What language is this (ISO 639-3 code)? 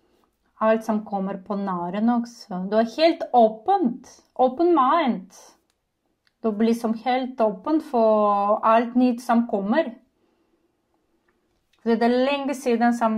nor